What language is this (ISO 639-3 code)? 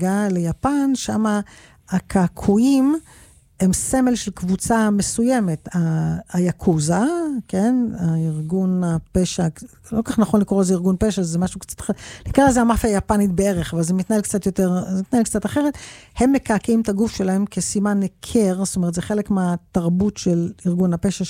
heb